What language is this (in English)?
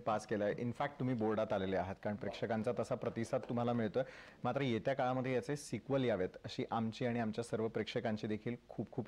Marathi